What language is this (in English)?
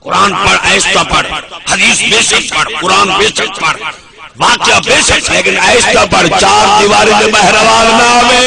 Saraiki